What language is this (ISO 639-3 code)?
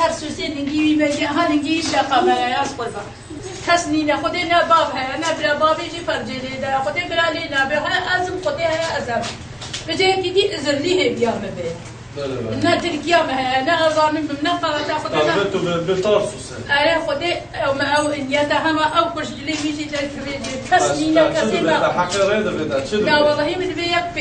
kur